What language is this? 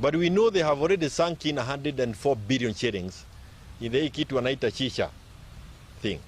Gusii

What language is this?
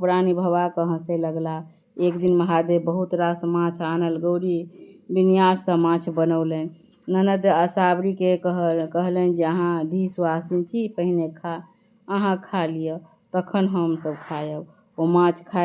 Maithili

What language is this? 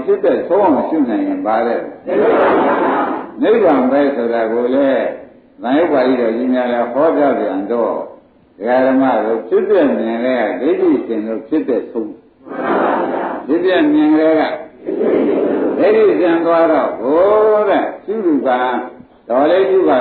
Burmese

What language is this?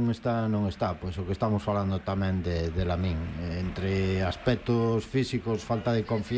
Galician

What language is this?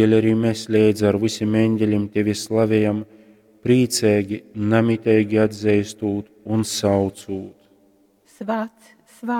Latgalian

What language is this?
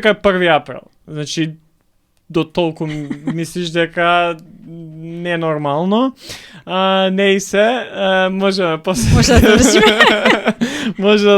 Macedonian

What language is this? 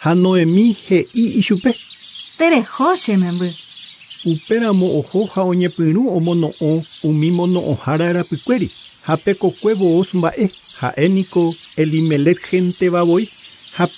Guarani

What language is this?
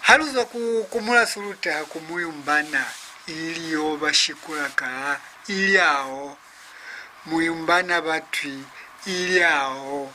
Lozi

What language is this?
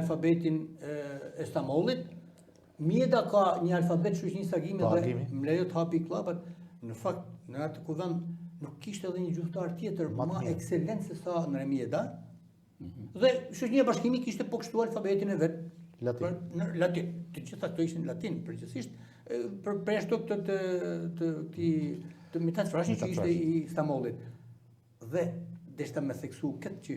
Albanian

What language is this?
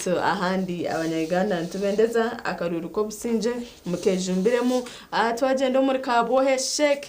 Nyankole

